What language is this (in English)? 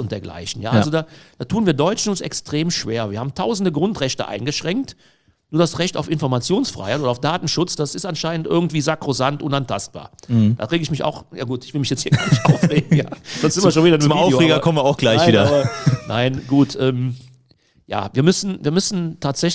German